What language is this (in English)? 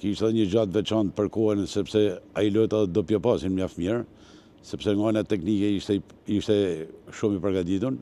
Albanian